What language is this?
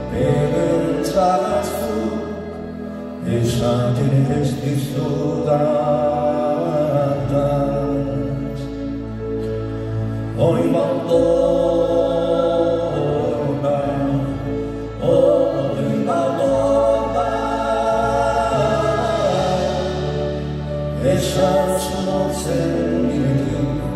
Basque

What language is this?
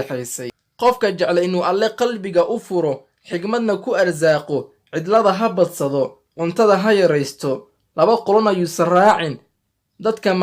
Somali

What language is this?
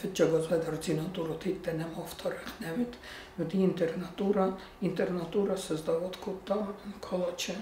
Ossetic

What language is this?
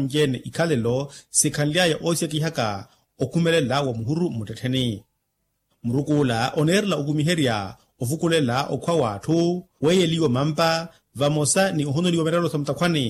Makhuwa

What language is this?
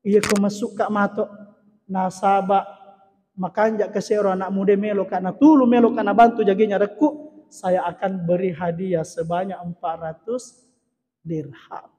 Buginese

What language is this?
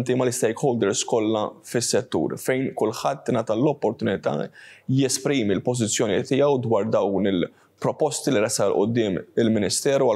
Maltese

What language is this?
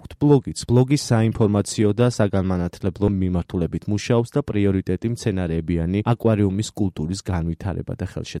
Georgian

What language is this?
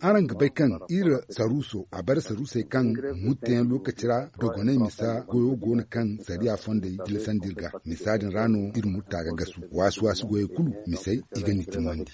Zarma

